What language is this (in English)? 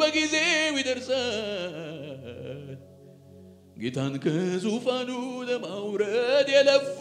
Amharic